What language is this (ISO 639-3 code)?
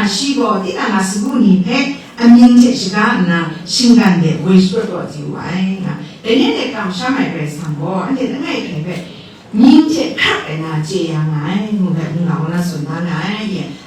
kac